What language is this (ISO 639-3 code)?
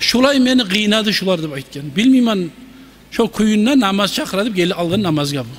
kum